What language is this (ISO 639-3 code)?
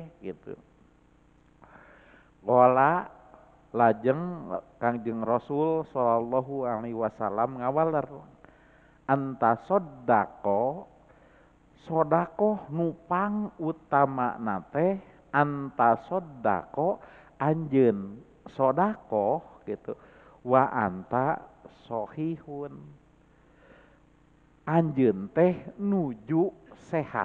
sun